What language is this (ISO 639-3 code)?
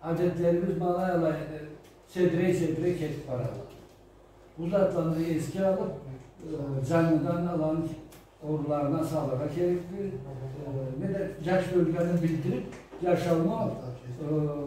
krc